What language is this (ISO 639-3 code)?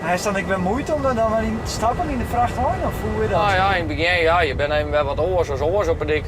fry